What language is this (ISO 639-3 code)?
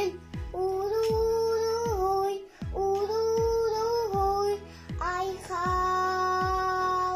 sah